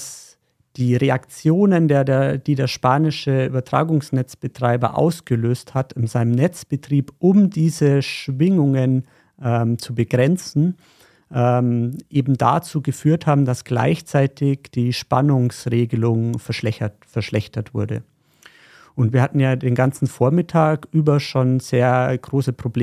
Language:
German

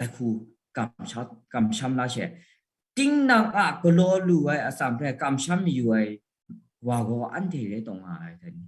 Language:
Kachin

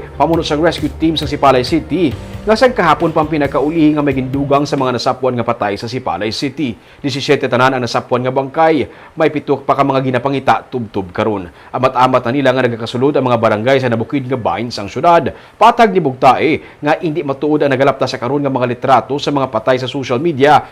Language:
Hiligaynon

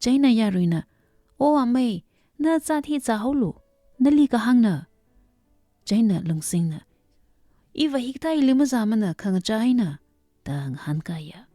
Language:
Tangkhul Naga (India)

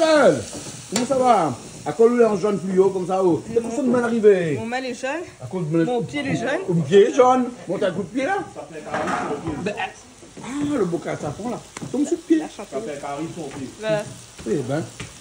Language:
Réunion Creole French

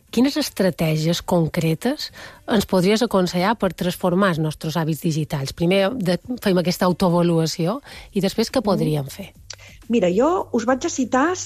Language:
Catalan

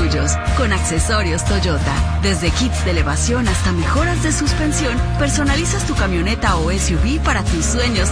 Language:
Spanish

